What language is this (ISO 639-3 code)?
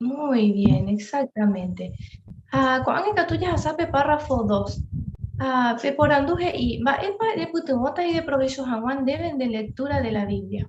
grn